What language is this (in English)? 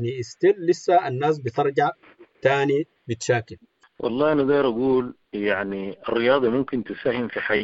Sudanese Arabic